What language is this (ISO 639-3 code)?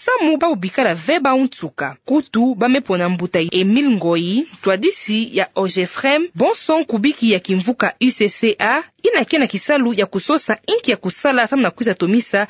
ktu